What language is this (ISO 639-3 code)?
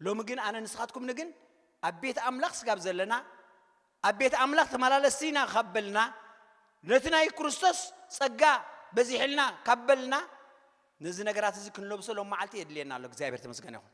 tir